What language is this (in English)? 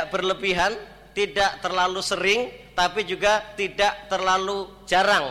Indonesian